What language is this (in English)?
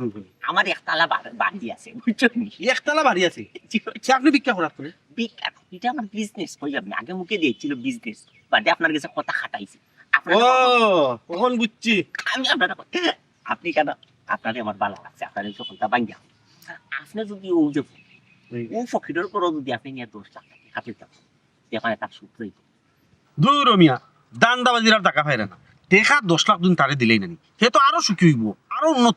Sylheti